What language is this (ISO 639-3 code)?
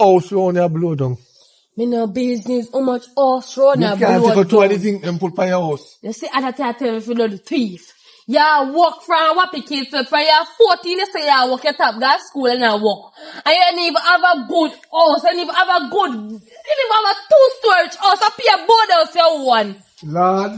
jam